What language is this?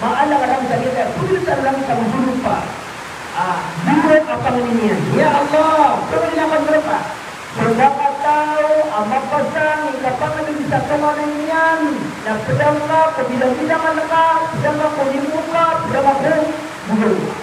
Maranao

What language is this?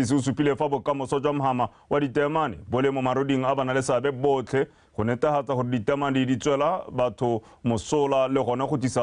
Tswana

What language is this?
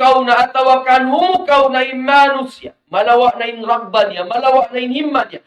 Tausug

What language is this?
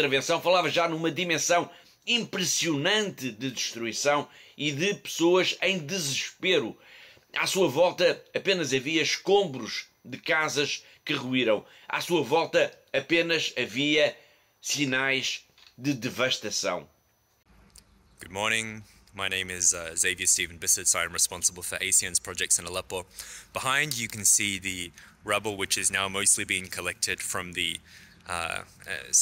Portuguese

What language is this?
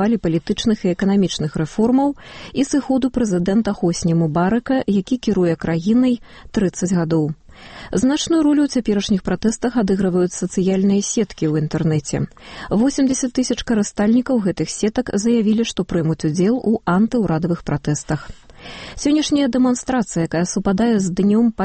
Belarusian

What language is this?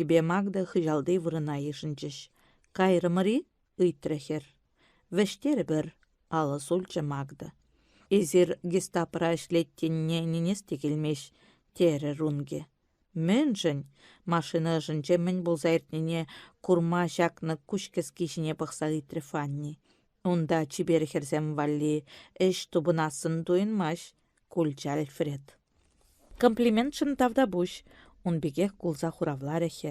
Chuvash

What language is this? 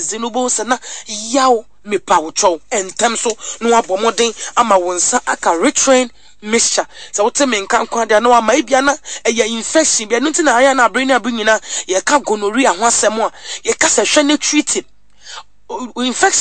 Akan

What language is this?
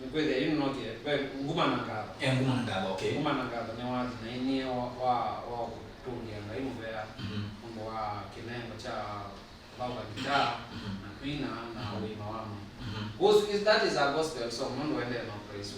Kamba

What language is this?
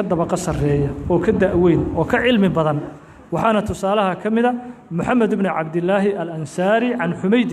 Somali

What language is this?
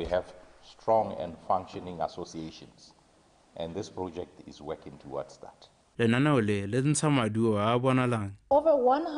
Tswana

